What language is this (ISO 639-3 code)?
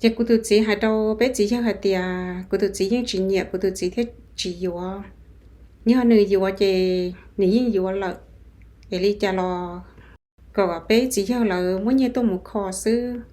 hmn